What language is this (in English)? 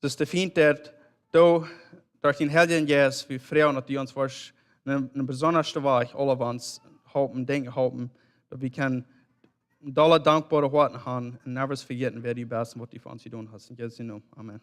Plautdietsch